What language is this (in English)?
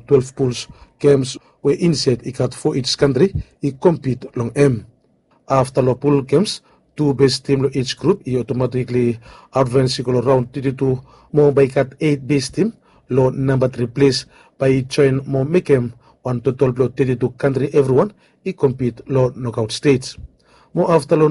Bislama